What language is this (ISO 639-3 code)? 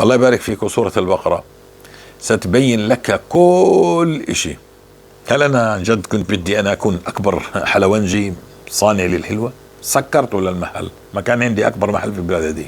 apc